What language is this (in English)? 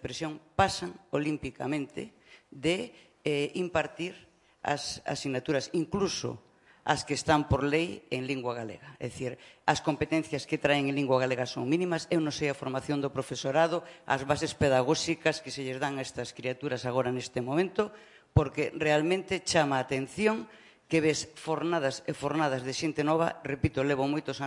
Galician